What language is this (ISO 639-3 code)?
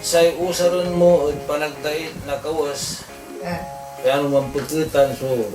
pag